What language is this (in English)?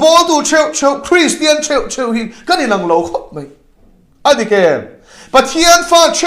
Mizo